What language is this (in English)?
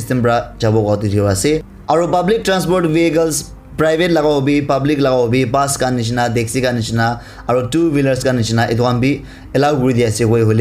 Naga Pidgin